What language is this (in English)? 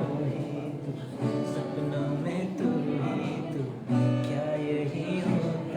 Dimasa